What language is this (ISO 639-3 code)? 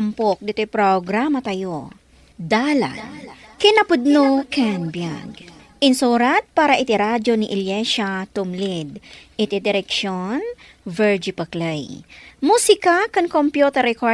ilo